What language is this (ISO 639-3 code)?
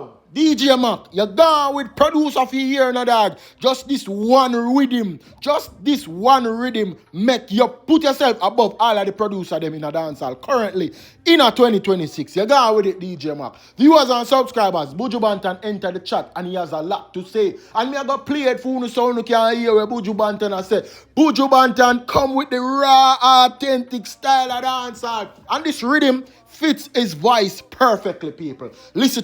jam